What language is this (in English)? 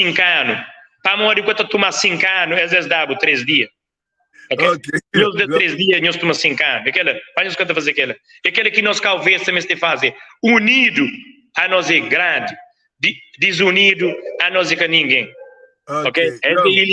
Kabuverdianu